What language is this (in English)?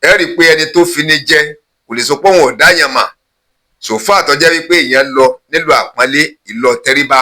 Yoruba